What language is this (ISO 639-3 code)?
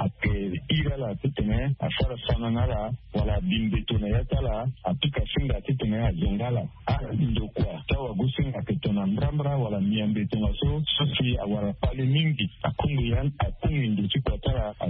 sag